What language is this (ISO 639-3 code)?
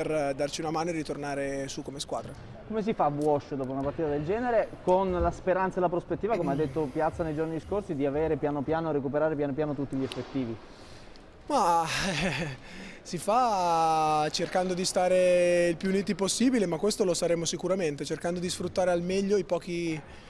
ita